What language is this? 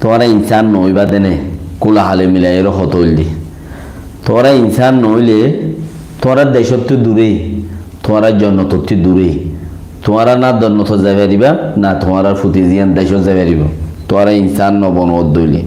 Rohingya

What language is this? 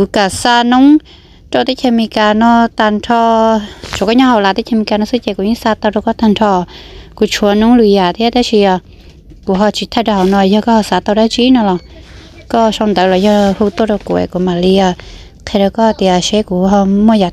Hmong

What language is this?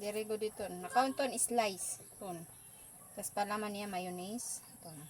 Waray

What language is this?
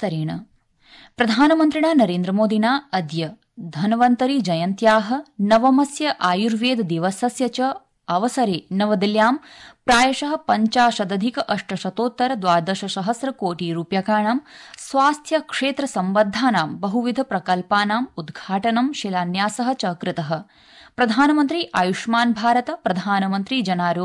Sanskrit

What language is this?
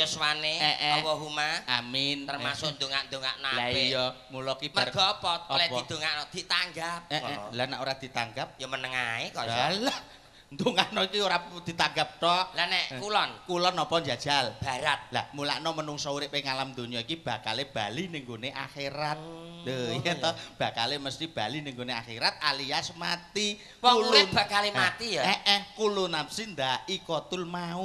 Javanese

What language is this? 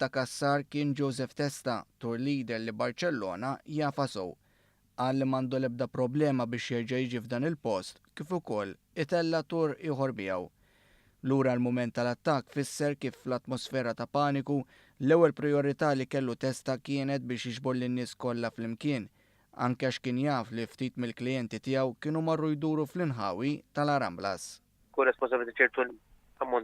Maltese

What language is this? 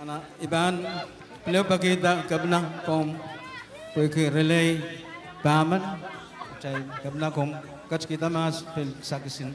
Pohnpeian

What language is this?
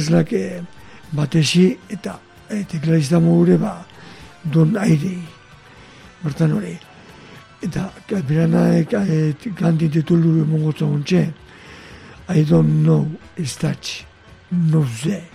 Basque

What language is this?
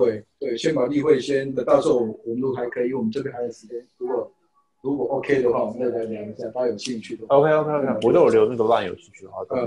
Chinese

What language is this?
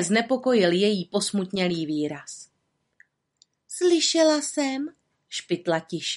Czech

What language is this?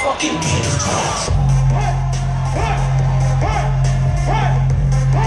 English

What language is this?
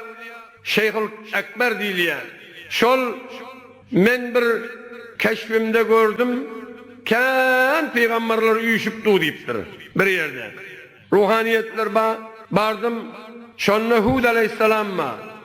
Turkmen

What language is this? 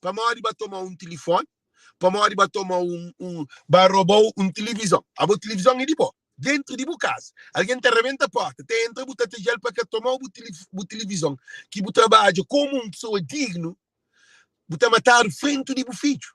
Kabuverdianu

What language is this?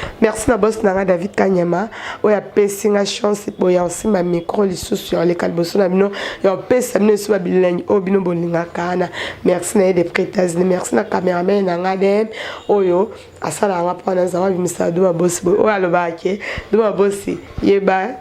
Lingala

